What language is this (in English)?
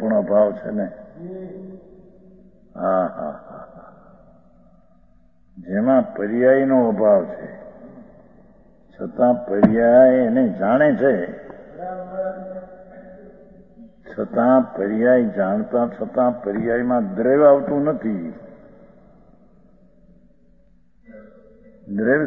Gujarati